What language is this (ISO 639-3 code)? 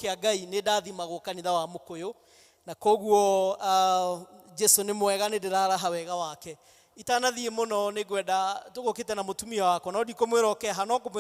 kik